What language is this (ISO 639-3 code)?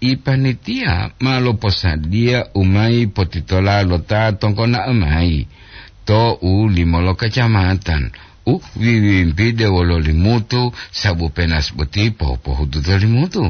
gor